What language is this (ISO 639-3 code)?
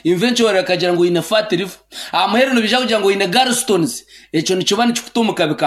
nyn